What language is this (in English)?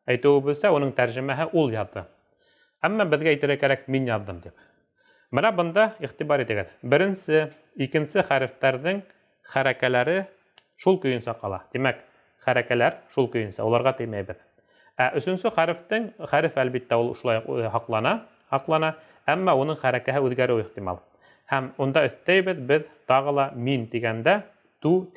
Bashkir